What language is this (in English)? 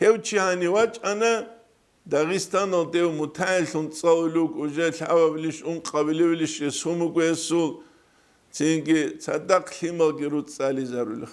Avaric